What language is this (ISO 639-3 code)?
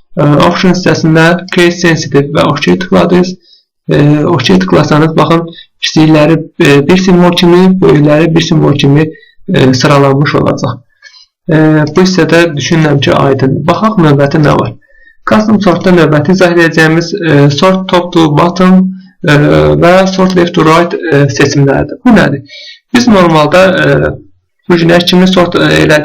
aze